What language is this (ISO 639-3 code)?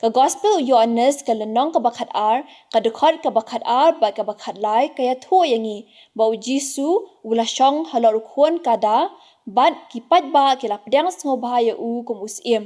kha